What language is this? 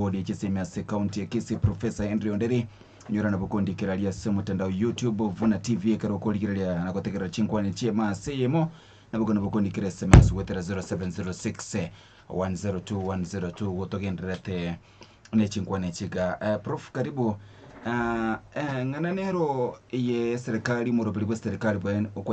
Gusii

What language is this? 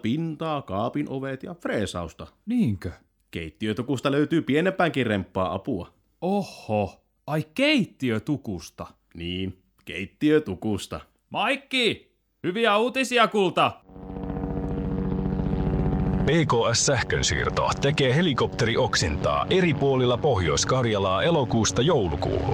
Finnish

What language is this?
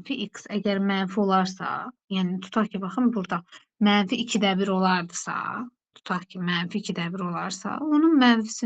Azerbaijani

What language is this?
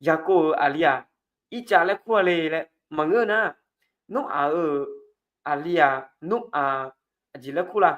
Akha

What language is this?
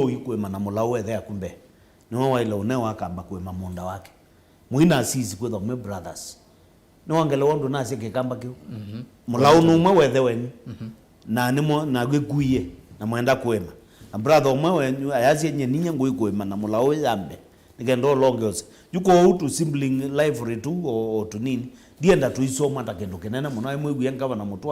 Kamba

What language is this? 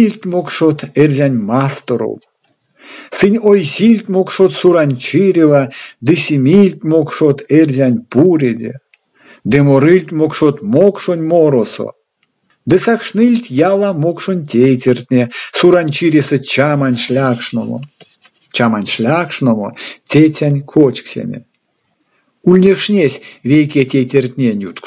Erzya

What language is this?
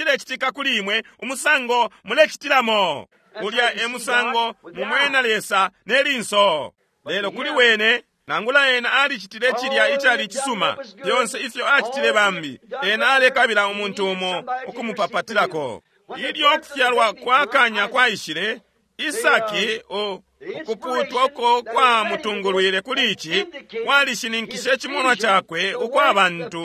Bemba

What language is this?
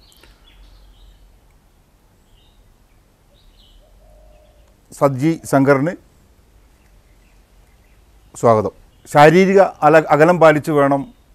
Malayalam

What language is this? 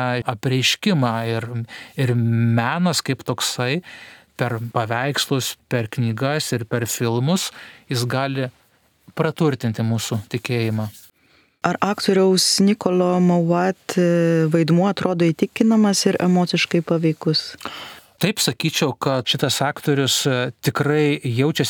Lithuanian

